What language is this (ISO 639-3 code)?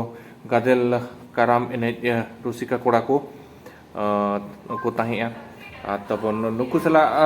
sat